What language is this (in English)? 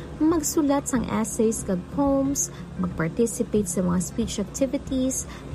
Hiligaynon